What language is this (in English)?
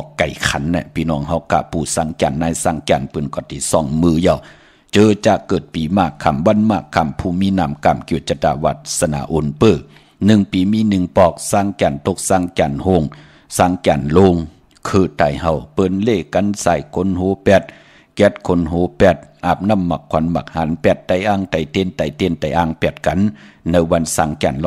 Shan